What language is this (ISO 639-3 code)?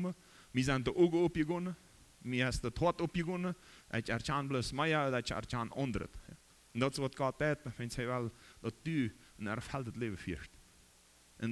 pdt